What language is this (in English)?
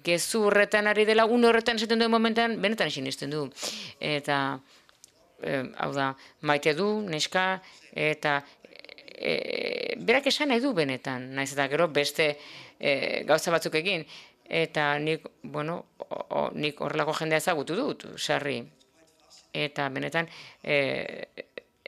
Basque